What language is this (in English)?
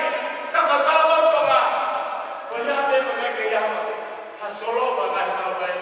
Tongan